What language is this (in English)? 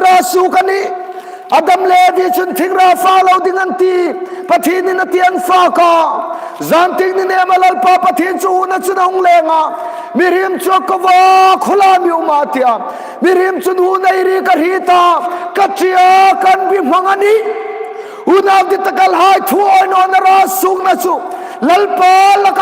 Hmar